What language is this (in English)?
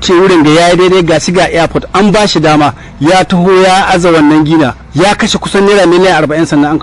Hausa